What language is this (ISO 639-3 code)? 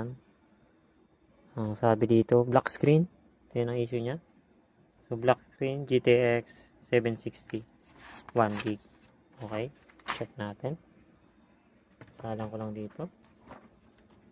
fil